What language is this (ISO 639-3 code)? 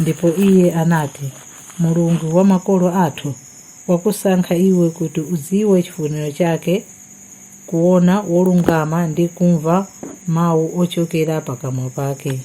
nya